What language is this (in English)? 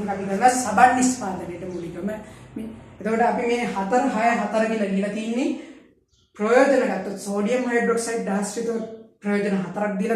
Sinhala